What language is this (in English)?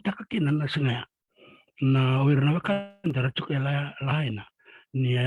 Fijian